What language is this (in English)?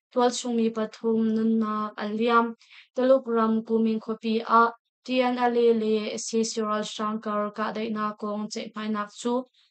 Hakha Chin